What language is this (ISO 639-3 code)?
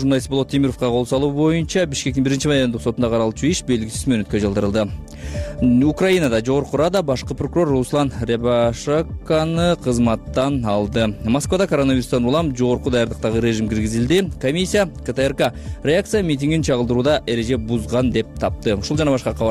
kir